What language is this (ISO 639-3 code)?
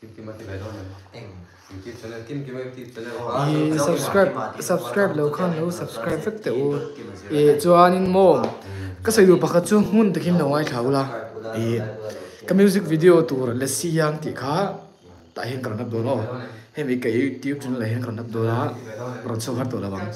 lus